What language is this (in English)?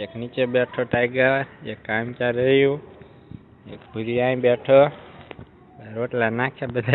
Gujarati